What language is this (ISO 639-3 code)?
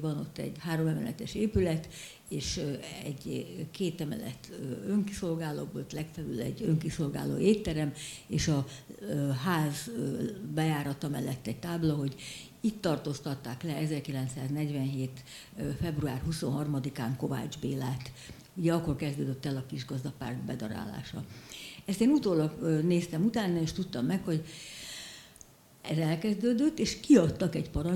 hun